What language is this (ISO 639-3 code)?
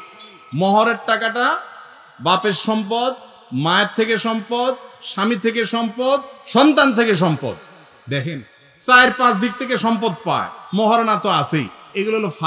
ben